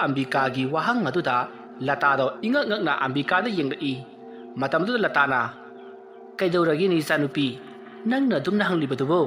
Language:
Manipuri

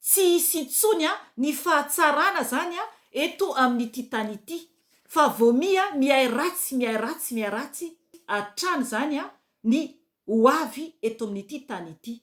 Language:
Malagasy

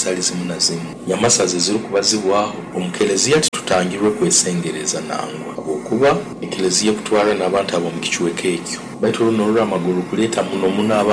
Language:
Nyoro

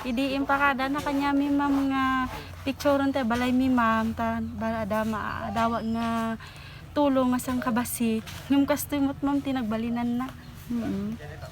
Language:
Iloko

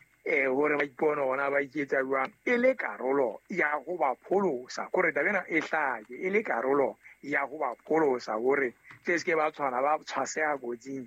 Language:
Southern Sotho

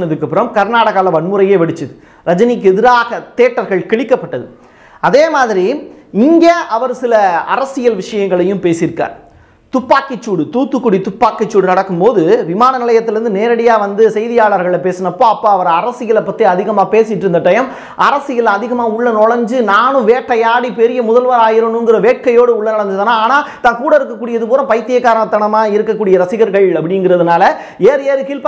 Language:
Tamil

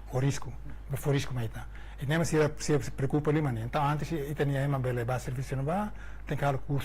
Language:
Tetum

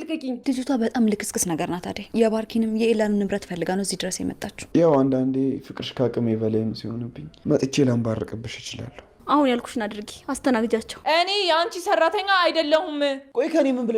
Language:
Amharic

